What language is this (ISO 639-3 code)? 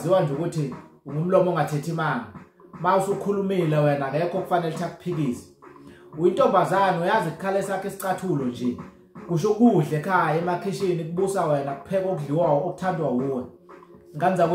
zul